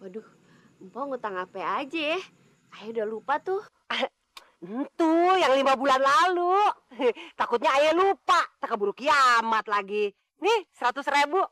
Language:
Betawi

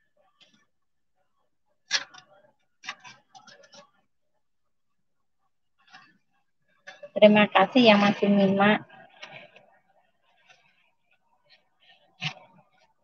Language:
Indonesian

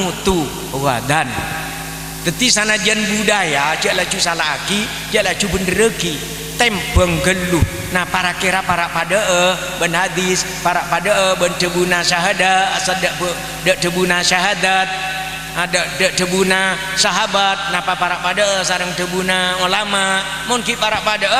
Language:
Madurese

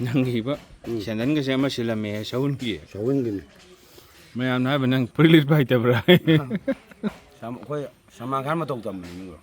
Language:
Manipuri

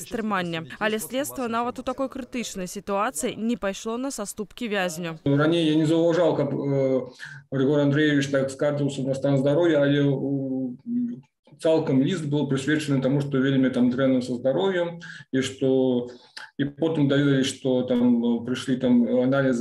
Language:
Belarusian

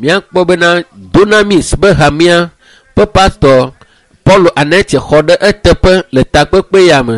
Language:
Ewe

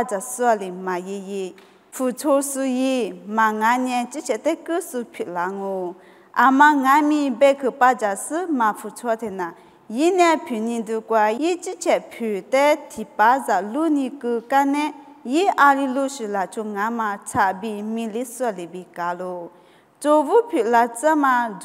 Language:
Lisu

